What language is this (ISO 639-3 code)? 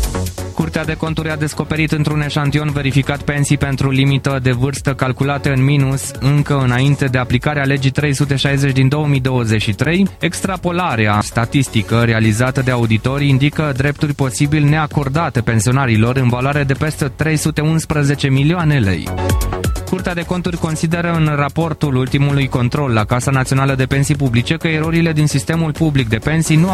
ron